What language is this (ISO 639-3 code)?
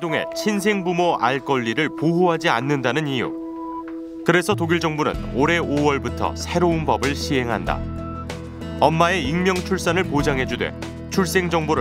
kor